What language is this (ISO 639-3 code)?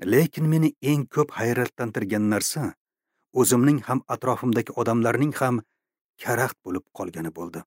uzb